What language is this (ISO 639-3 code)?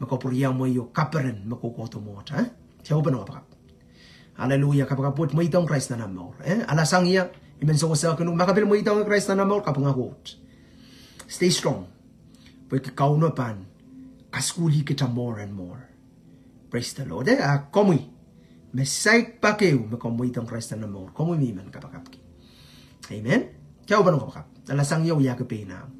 pon